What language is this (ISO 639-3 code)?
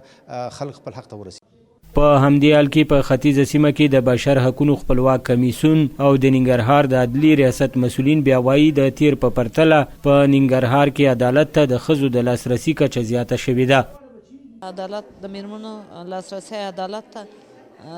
pus